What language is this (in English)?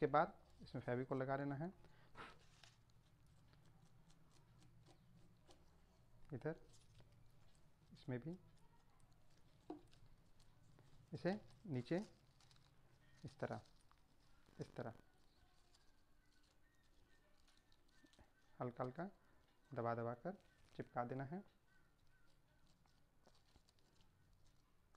Hindi